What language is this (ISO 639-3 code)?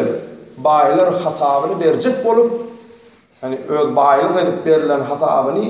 tuk